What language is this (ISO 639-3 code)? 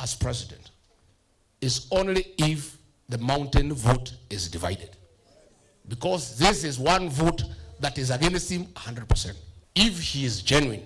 mer